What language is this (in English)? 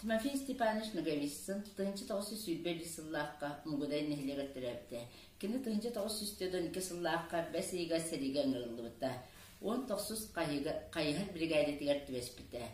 Yakut